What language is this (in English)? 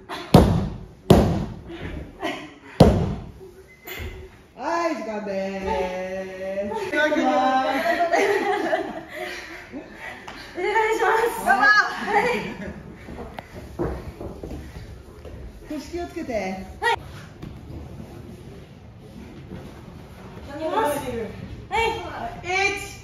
Japanese